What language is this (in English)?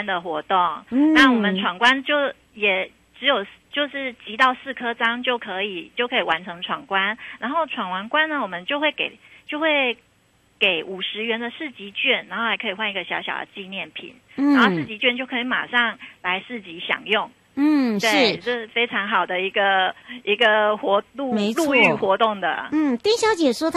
Chinese